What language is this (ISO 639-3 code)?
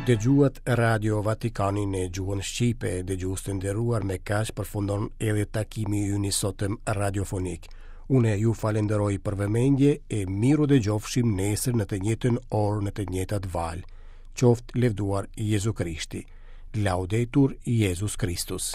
sqi